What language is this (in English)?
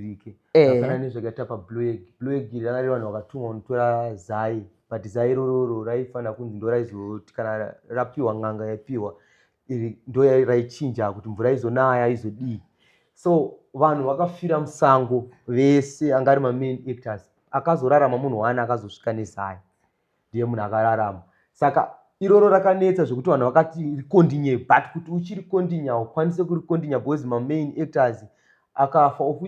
Shona